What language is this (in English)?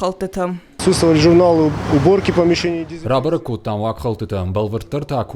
Ossetic